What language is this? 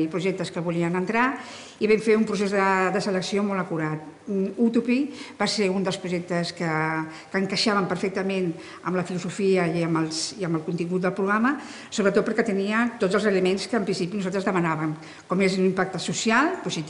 Catalan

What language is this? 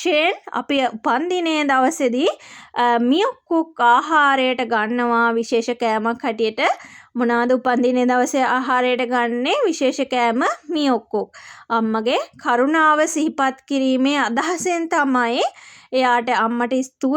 Sinhala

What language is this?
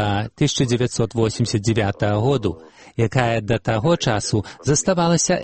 Belarusian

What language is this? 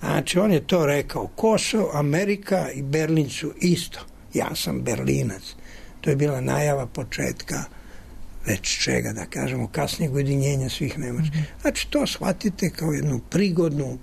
Serbian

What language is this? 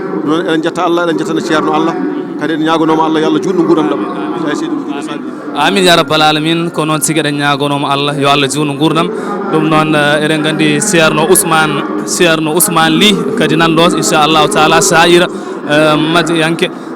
Fula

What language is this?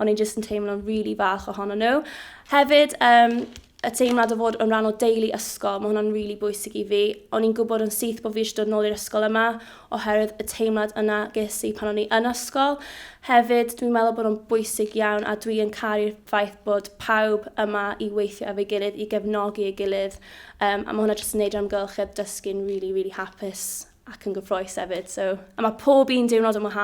Welsh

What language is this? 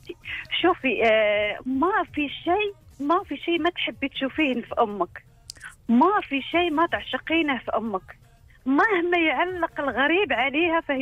Gulf Arabic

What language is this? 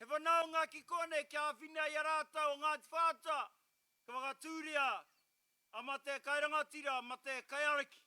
Māori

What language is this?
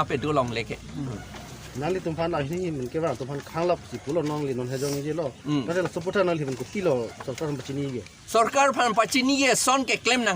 Karbi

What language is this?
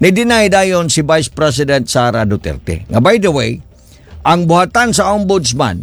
Cebuano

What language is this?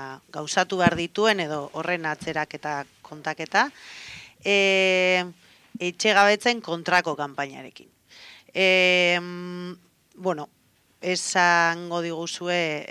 Basque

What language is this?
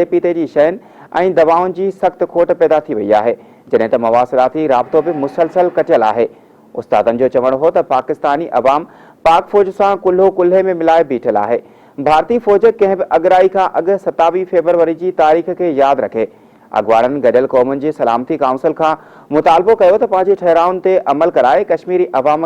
Sindhi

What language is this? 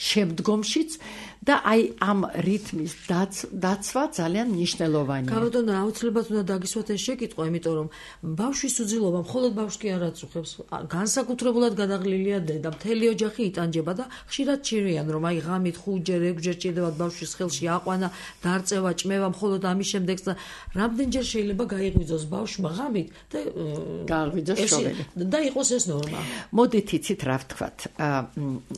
Georgian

